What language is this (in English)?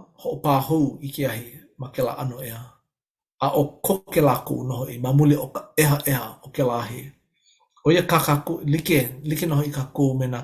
Hawaiian